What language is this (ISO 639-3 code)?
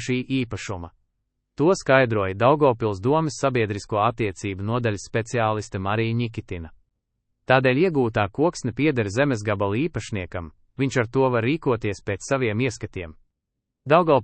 lav